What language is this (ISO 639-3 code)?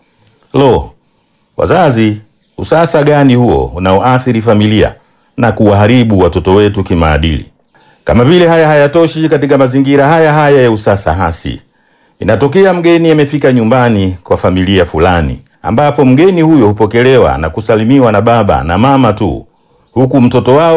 swa